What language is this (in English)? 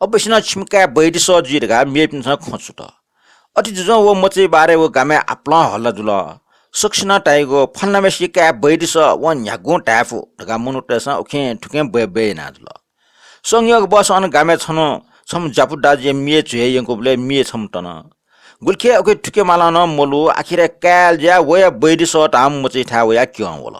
Newari